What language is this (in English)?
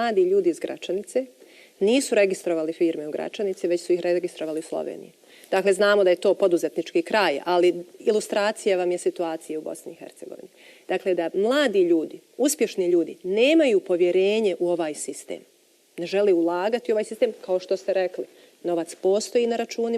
Bosnian